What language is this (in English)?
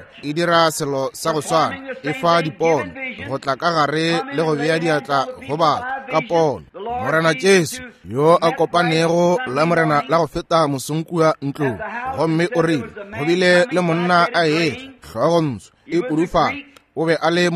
Northern Sotho